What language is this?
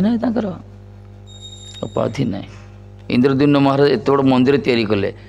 Odia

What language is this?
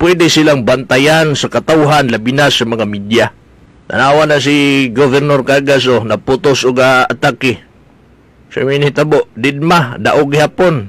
Cebuano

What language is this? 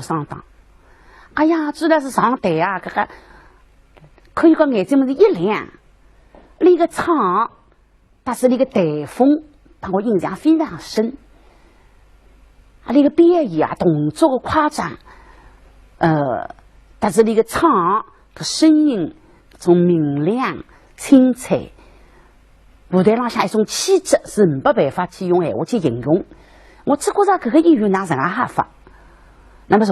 Wu Chinese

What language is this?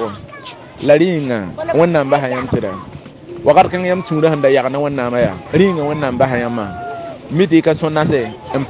Mossi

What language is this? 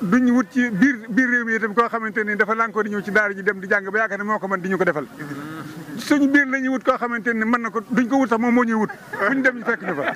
Wolof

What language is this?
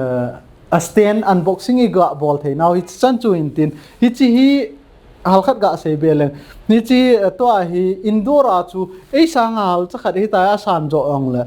Thado Chin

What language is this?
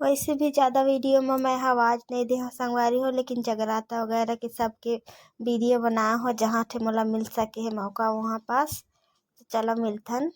Chhattisgarhi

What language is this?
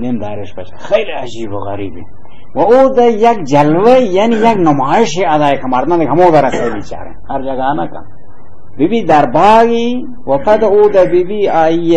Baluchi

